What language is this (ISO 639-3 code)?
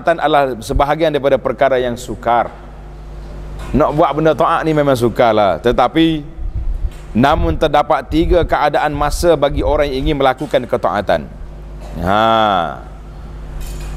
msa